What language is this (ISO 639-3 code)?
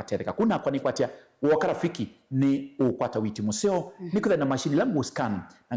kam